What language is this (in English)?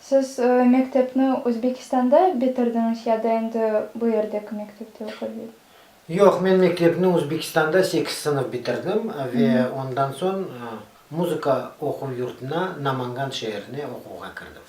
Crimean Tatar